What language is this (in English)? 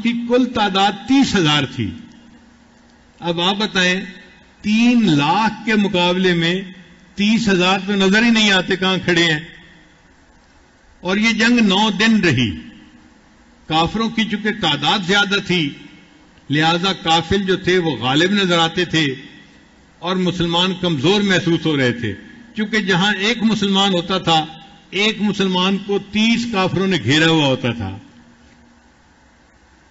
Urdu